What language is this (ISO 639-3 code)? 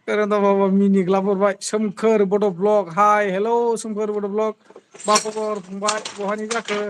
brx